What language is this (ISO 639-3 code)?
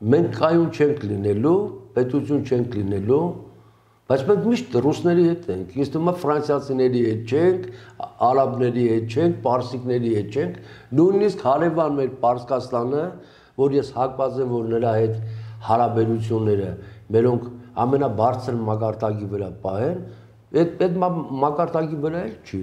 hye